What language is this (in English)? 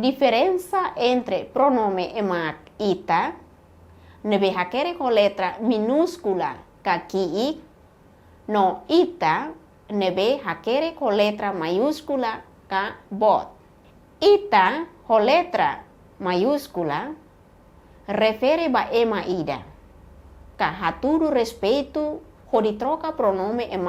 Tetum